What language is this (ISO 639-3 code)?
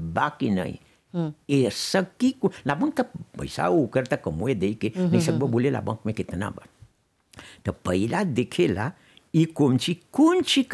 bho